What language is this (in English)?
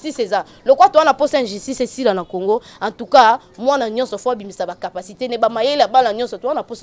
Lingala